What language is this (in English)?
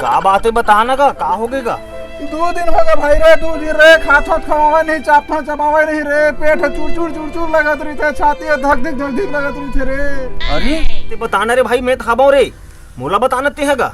Chhattisgarhi